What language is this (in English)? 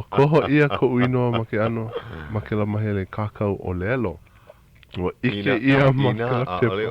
Hawaiian